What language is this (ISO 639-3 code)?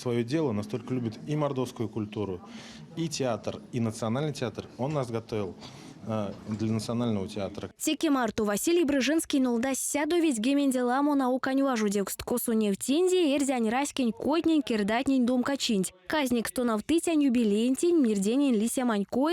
myv